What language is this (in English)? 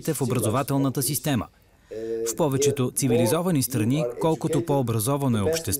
Bulgarian